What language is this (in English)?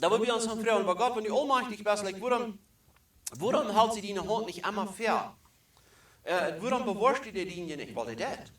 Plautdietsch